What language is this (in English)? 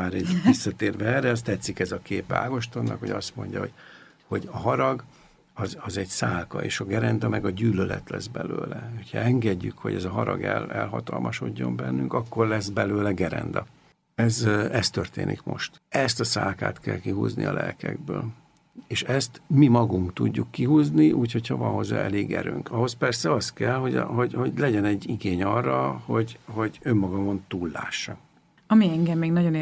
Hungarian